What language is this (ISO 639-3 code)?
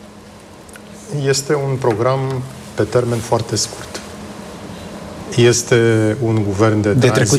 ron